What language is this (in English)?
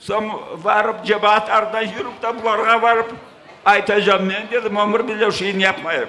Crimean Tatar